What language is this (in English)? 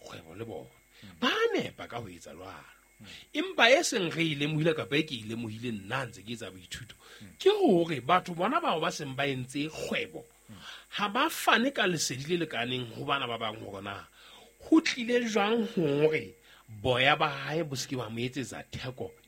Southern Sotho